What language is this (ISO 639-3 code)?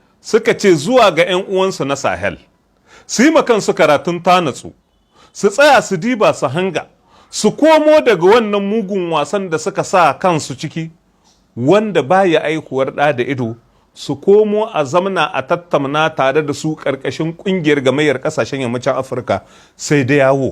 hau